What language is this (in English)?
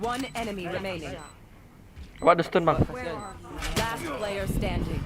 Minangkabau